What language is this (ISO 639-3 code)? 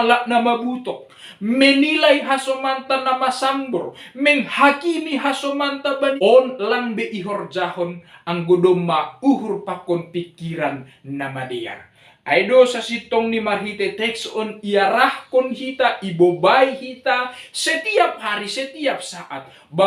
bts